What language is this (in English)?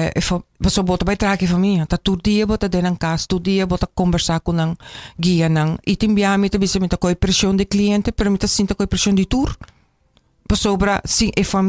Papiamento